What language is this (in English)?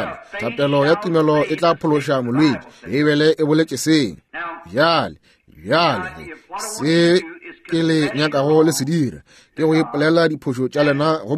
Northern Sotho